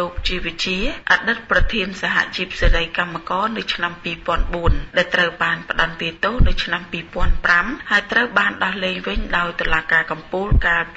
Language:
Khmer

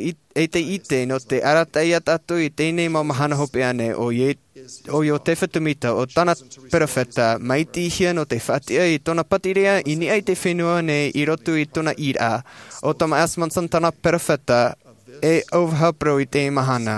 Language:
Tahitian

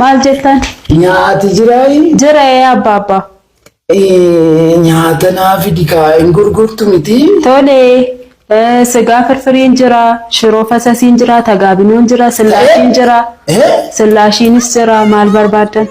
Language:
Oromo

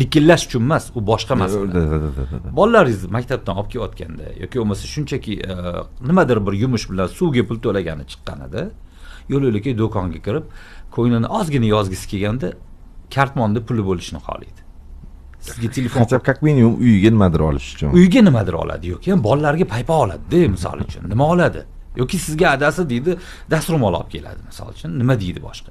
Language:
Uzbek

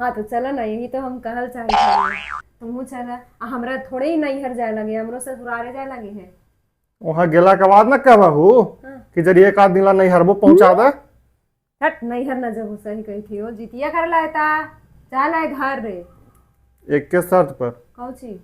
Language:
Magahi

